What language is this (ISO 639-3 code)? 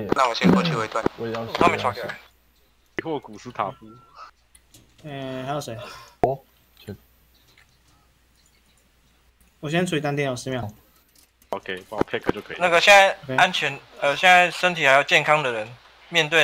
zho